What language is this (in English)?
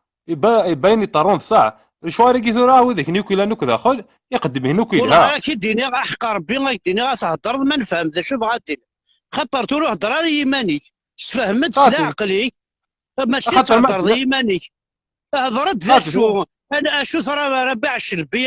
Kabyle